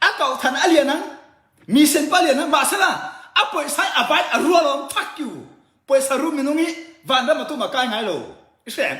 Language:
Tedim Chin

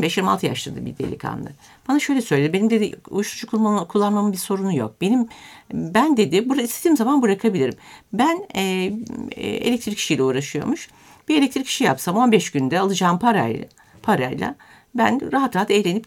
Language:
Turkish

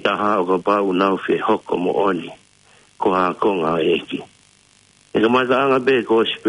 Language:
Tongan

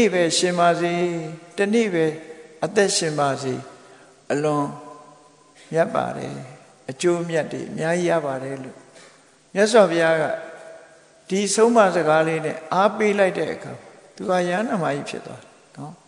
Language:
Burmese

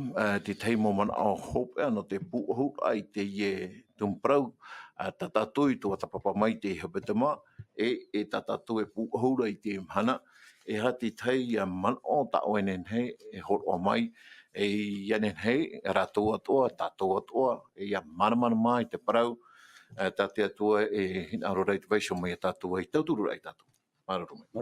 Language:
Tahitian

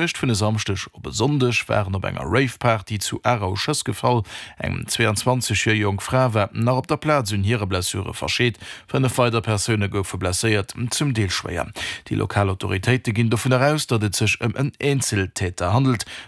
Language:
Luxembourgish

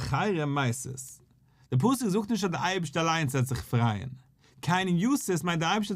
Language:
Yiddish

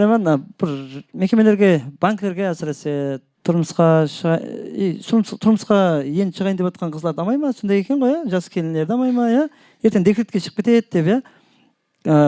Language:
Kara-Kalpak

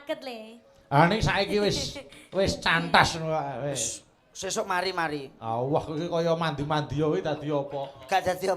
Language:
Javanese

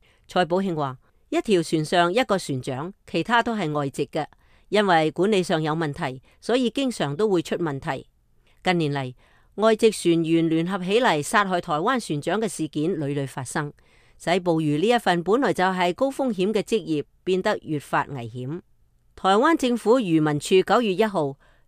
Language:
Cantonese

